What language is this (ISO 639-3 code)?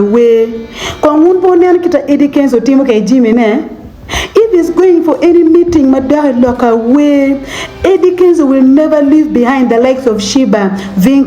ach